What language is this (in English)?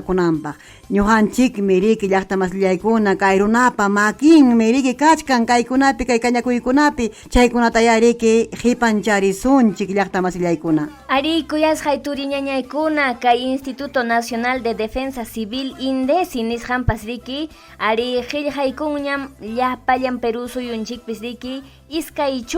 Ayacucho Quechua